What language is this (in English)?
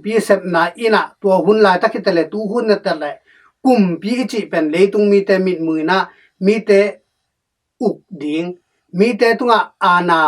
Tedim Chin